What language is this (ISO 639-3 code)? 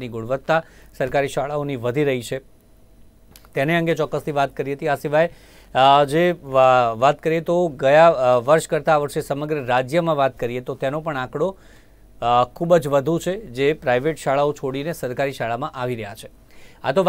guj